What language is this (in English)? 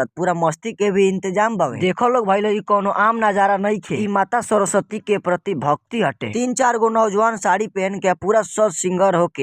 Bhojpuri